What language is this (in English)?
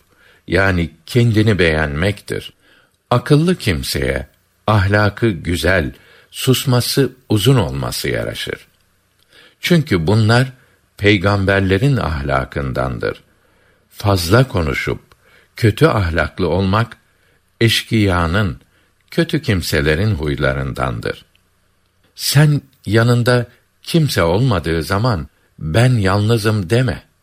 Turkish